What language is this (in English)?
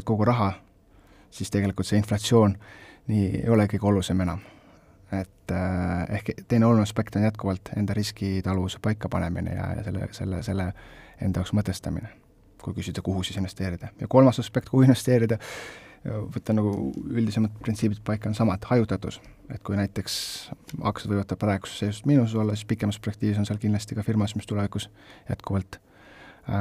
Estonian